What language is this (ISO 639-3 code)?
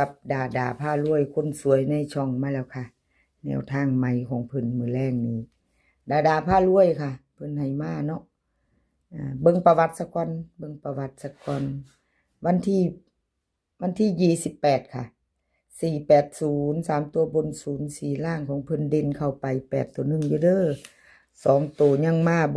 tts